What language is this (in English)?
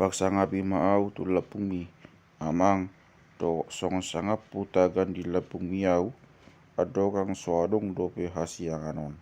Batak Toba